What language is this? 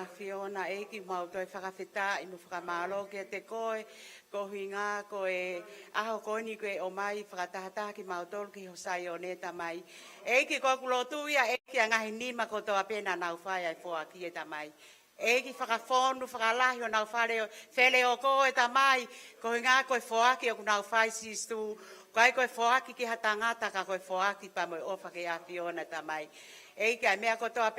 Tongan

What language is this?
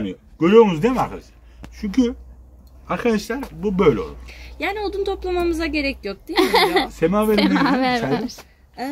Turkish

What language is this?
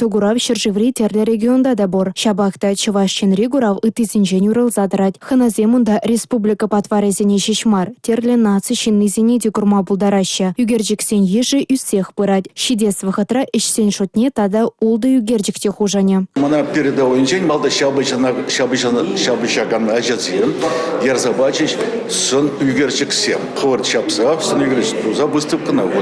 Chuvash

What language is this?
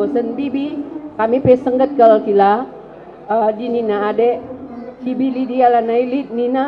Batak Karo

